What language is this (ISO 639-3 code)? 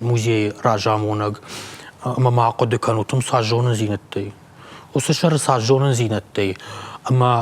oss